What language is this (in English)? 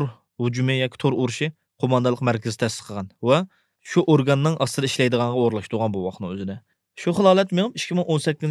Uyghur